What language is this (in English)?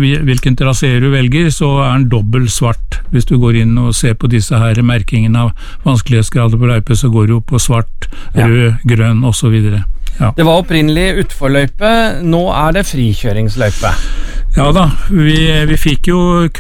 Norwegian